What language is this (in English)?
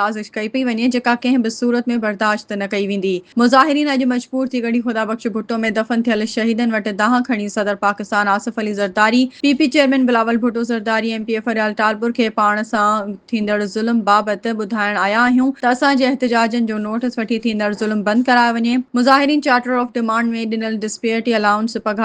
Sindhi